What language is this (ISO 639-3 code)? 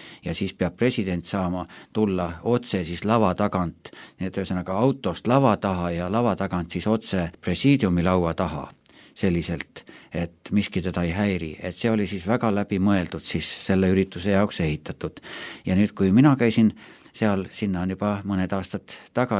est